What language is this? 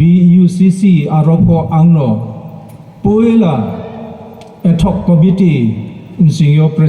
Riang (India)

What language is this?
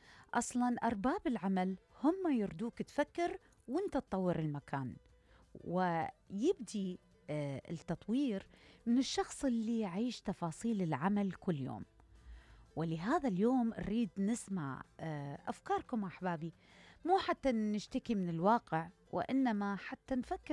Mesopotamian Arabic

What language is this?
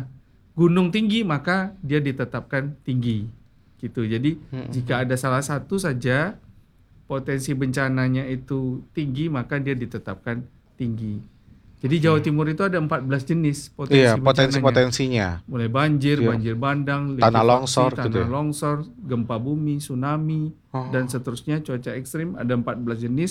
Indonesian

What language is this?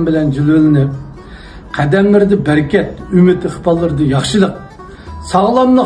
Uyghur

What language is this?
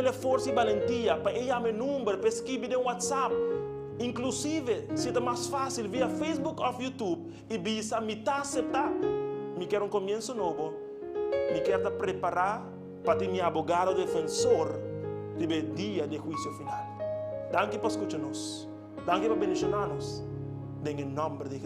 Papiamento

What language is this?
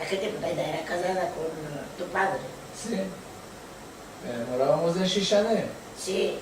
Ladino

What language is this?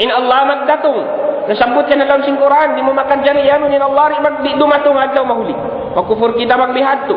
Tausug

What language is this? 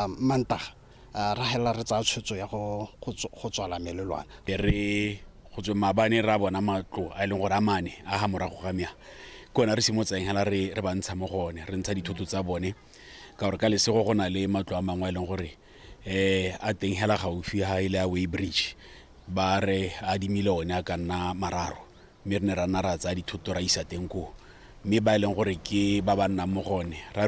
Tswana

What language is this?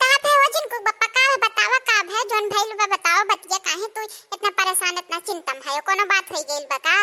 Awadhi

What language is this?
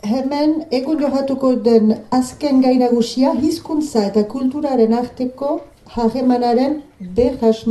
Basque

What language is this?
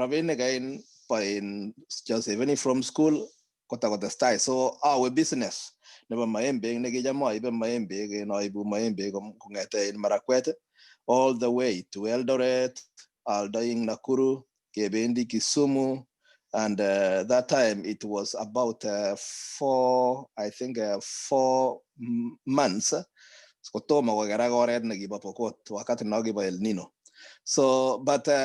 Kalenjin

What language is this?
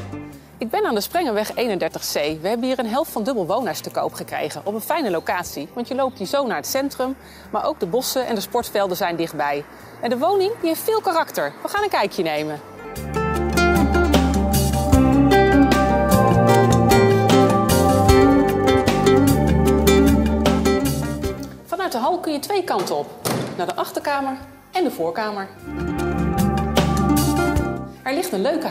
Dutch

